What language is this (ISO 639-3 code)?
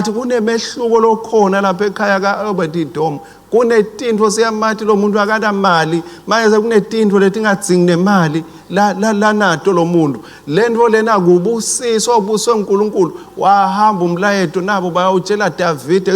ssw